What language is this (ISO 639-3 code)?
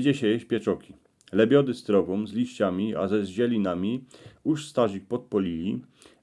szl